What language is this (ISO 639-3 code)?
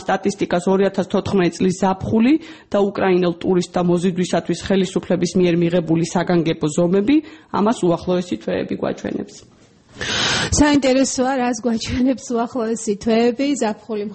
kat